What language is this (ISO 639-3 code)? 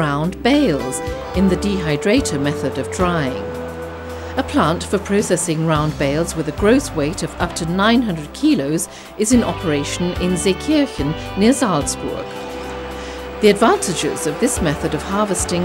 eng